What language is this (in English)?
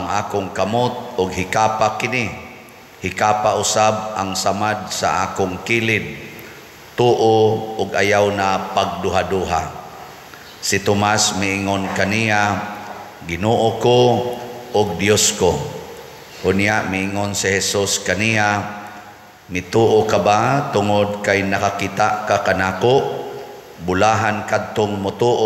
Cebuano